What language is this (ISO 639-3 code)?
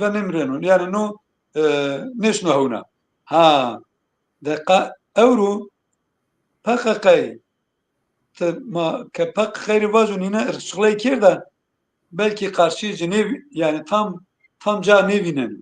zza